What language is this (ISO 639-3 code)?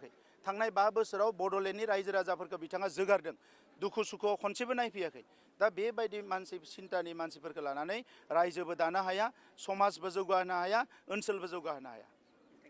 brx